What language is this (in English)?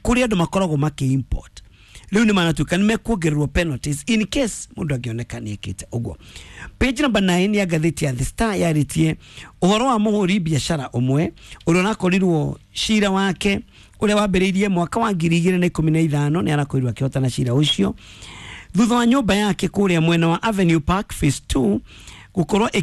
Kikuyu